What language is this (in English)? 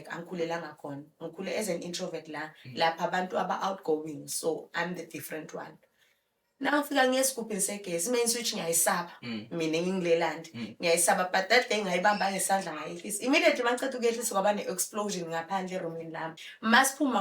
Zulu